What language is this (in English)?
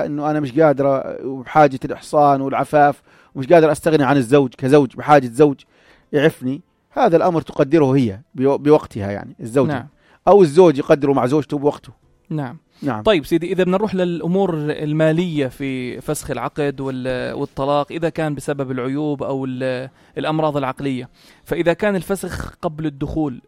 North Levantine Arabic